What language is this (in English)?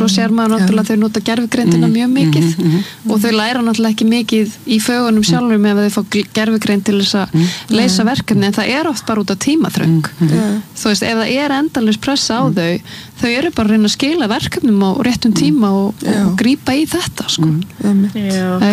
Icelandic